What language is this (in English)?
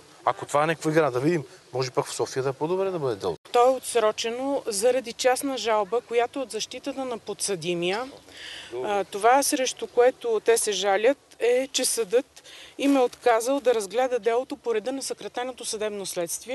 Bulgarian